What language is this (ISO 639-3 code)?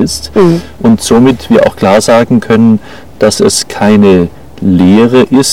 deu